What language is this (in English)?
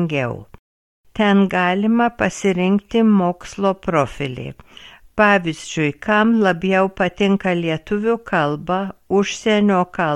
Lithuanian